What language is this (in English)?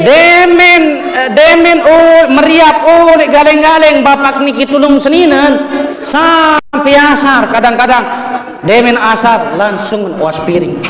Sasak